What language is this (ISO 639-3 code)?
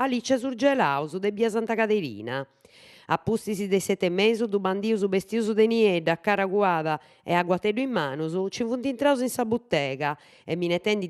srd